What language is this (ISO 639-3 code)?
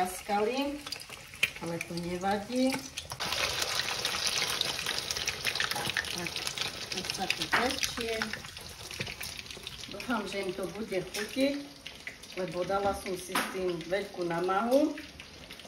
slk